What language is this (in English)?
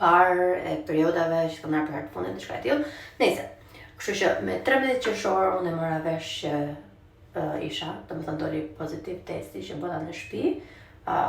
Albanian